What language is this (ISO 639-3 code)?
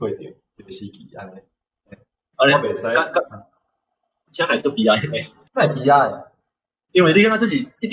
nan